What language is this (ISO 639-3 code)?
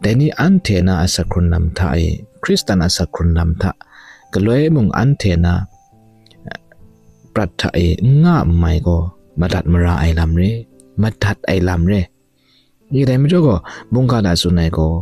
kac